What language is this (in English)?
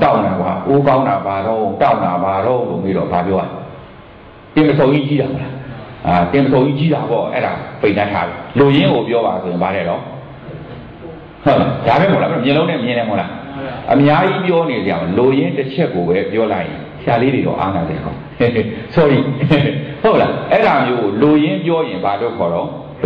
Burmese